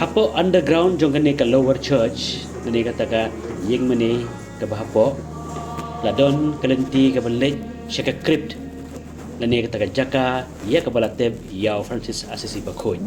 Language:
Khasi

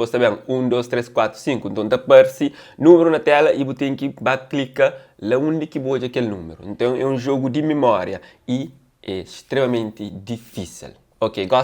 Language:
Kabuverdianu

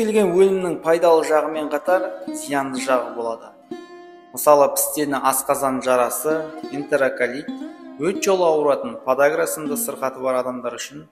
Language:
Kazakh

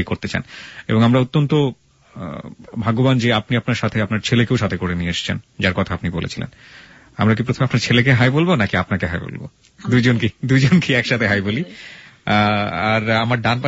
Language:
Bangla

